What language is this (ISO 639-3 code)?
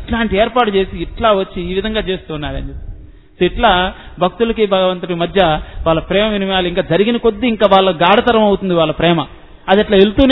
tel